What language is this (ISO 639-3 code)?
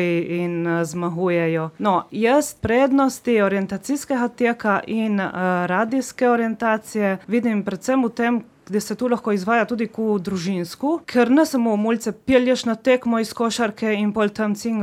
slv